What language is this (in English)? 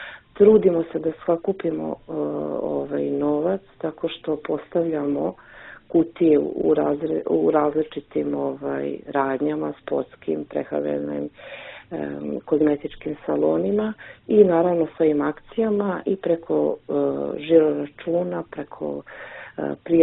Serbian